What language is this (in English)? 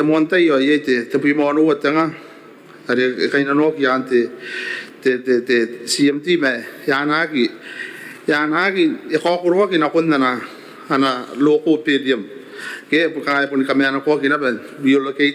Gilbertese